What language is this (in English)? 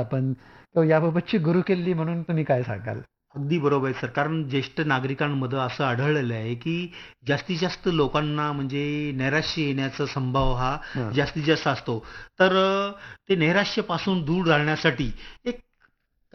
Marathi